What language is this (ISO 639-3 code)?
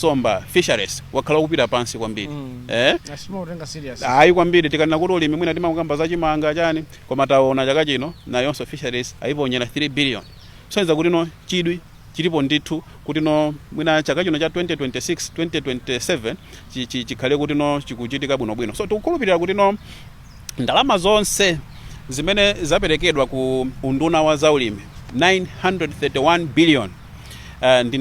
nya